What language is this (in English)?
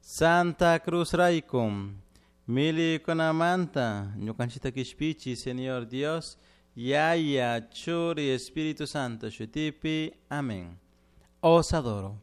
Chimborazo Highland Quichua